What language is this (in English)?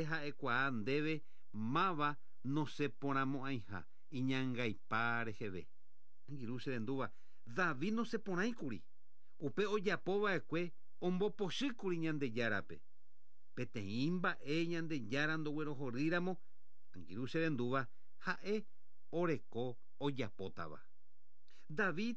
Guarani